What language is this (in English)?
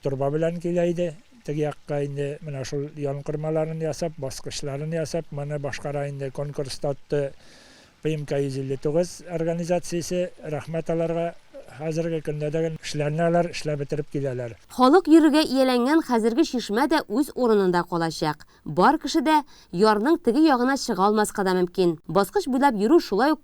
Tatar